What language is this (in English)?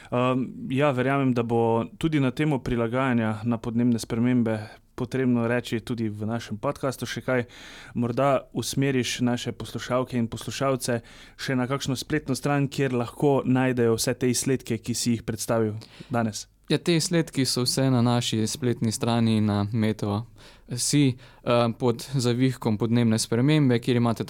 Slovenian